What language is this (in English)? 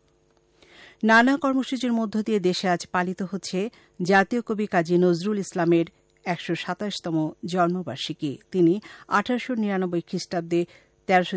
Bangla